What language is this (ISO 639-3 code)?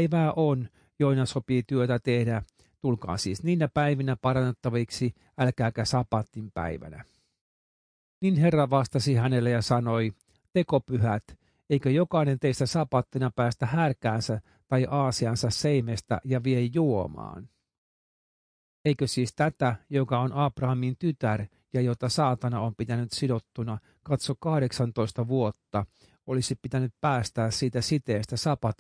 fin